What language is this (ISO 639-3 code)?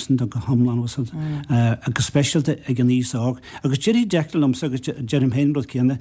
gle